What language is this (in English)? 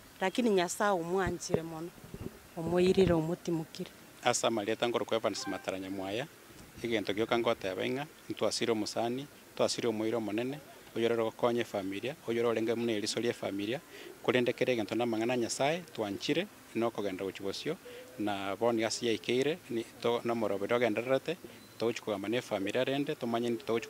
Gusii